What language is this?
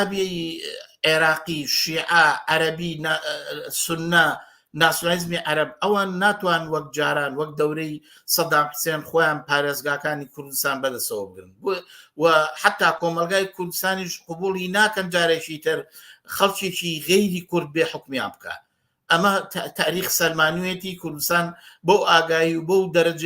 Central Kurdish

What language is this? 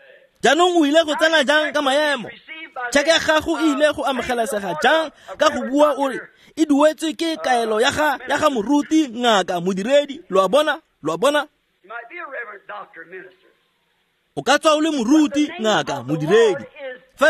Tswana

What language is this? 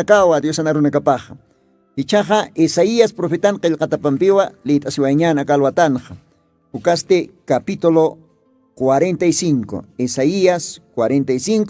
Aymara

